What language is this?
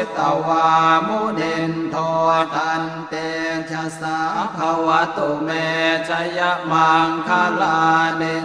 Pali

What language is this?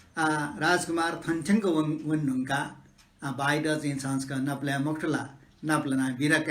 Newari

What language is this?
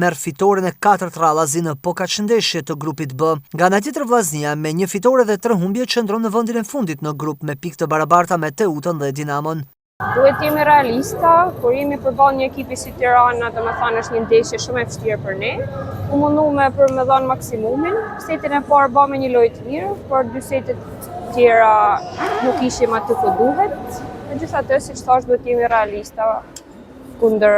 Albanian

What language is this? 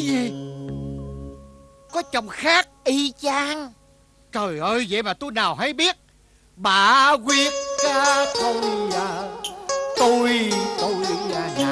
Vietnamese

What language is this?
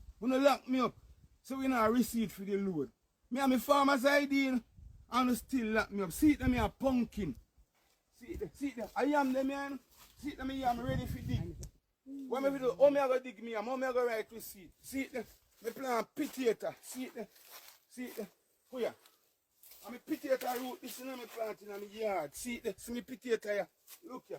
Jamaican Creole English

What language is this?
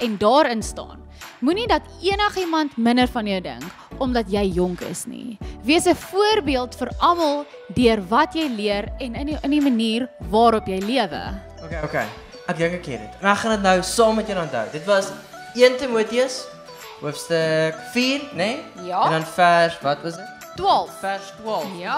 Afrikaans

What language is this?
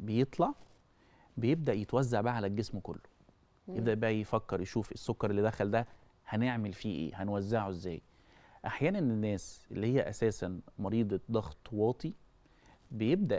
Egyptian Arabic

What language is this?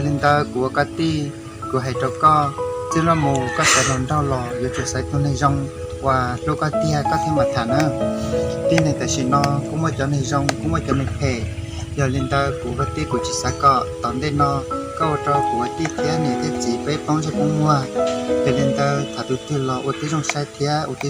Hmong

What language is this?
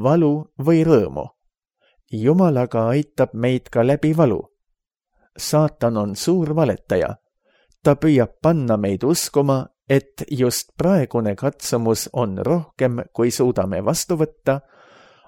Estonian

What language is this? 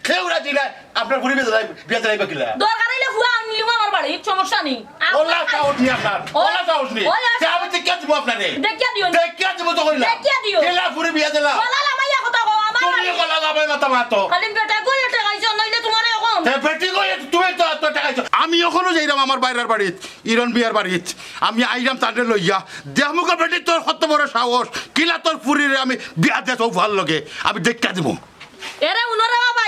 Sylheti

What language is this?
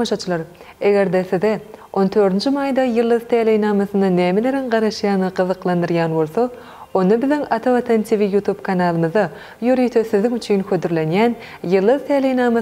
Turkmen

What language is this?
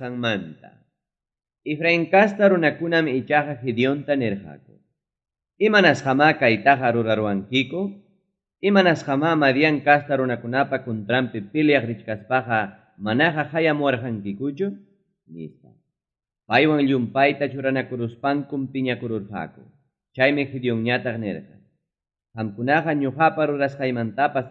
Ayacucho Quechua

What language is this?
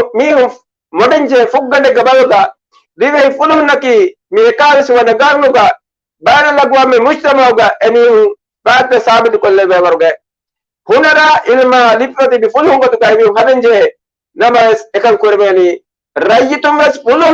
Divehi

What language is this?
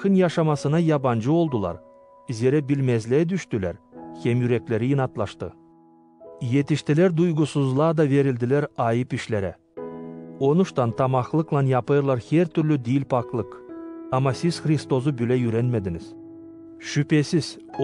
Gagauz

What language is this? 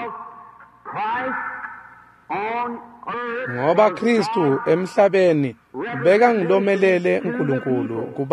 Swati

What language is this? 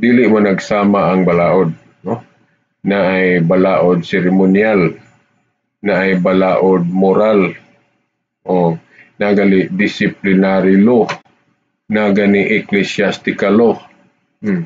Cebuano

